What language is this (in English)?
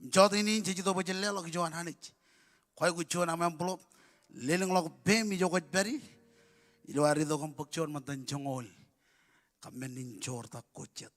Marshallese